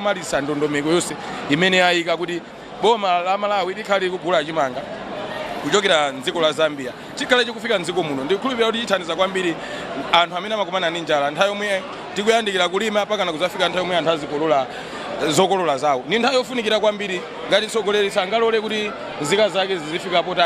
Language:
Nyanja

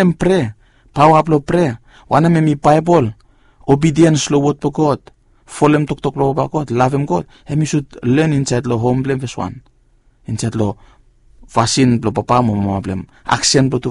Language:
Bislama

